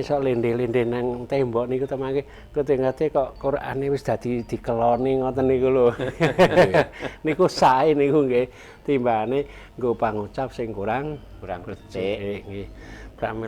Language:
Javanese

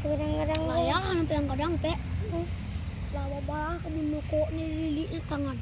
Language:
Minangkabau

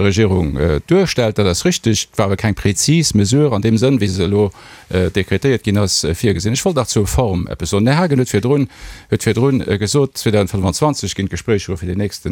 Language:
Luxembourgish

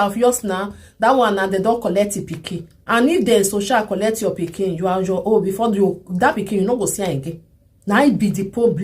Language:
Nigerian Pidgin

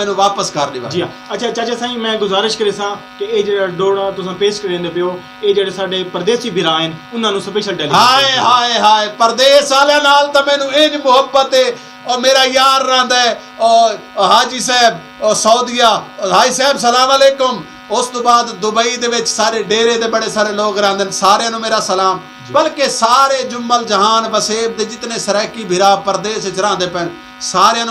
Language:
Saraiki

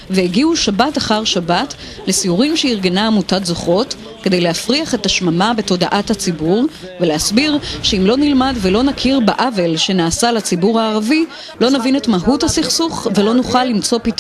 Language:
Hebrew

